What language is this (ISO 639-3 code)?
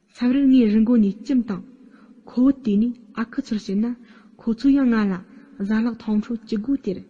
bod